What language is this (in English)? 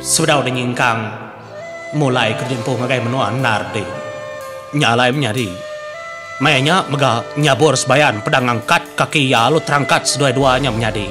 Iban